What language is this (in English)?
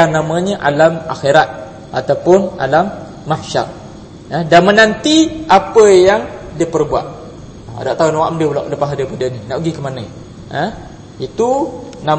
Malay